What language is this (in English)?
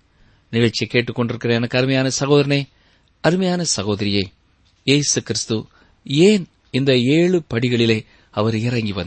Tamil